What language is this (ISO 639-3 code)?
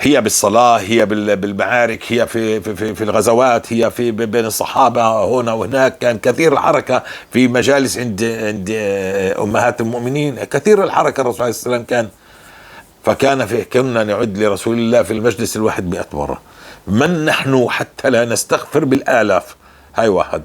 apc